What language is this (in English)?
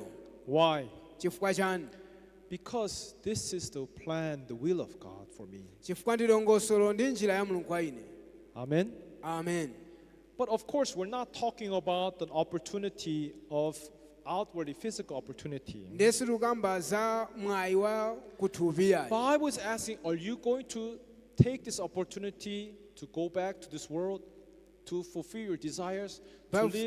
Nyanja